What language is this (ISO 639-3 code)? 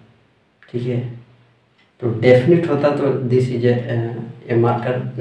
hin